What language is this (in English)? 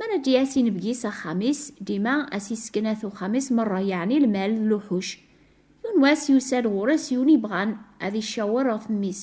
Kabyle